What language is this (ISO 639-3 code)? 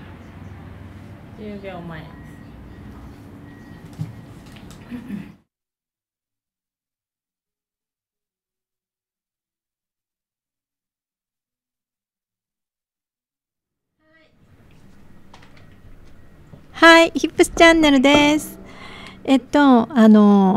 jpn